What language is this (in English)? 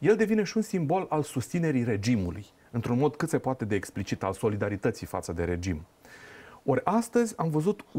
Romanian